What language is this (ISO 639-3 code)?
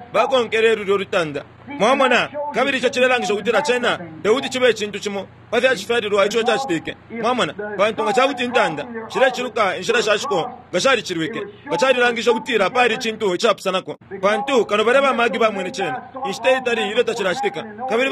bem